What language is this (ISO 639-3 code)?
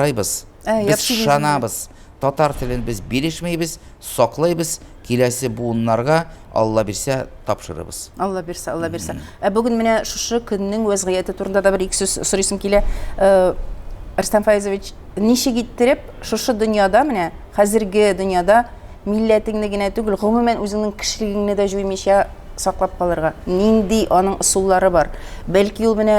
tat